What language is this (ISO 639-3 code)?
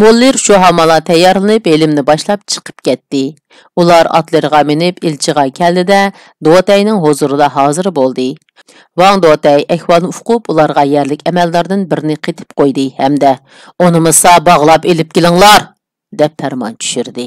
uig